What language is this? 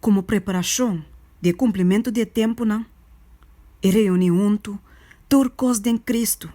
Papiamento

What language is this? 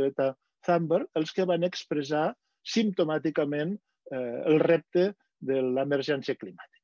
Catalan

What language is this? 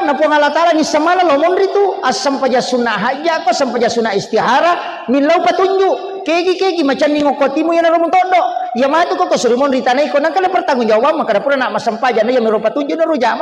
Buginese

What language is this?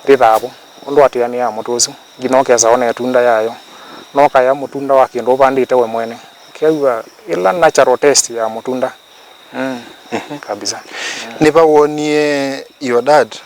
Kamba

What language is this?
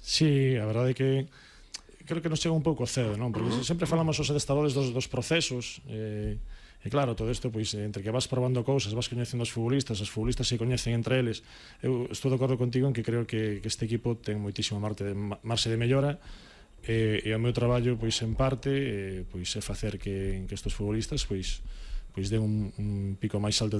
Galician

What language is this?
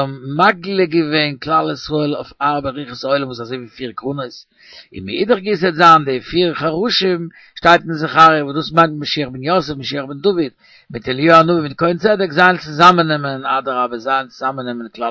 Yiddish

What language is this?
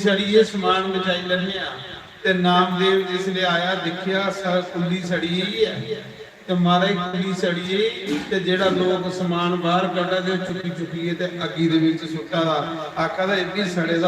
Dogri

